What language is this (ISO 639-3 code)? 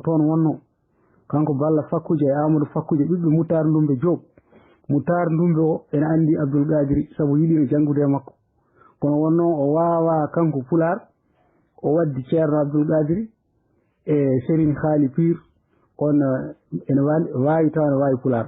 ful